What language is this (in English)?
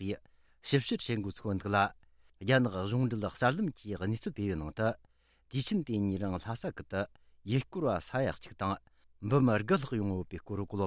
Tibetan